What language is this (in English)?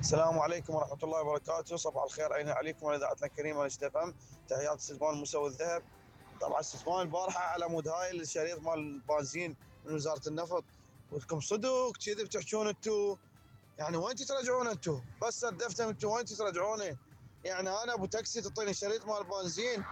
Mesopotamian Arabic